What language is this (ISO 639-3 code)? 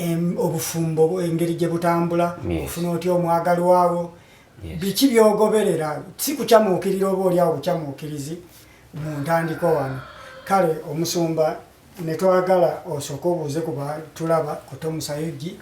lug